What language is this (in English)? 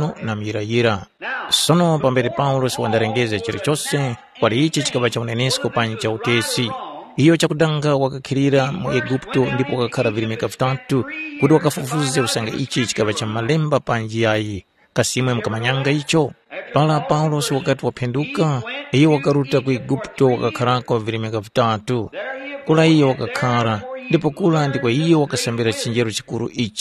Tumbuka